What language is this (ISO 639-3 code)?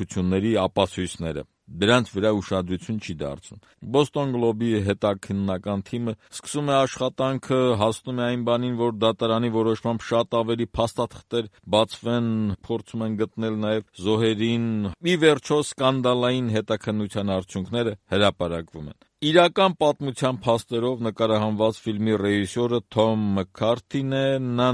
hye